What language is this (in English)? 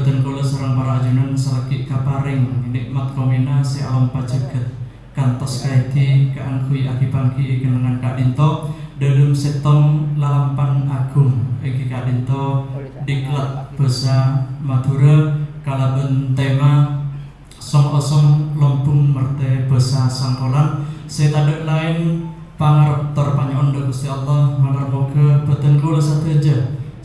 Madurese